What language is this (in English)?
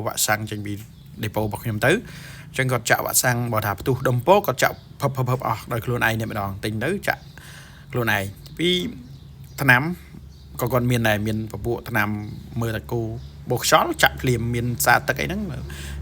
Khmer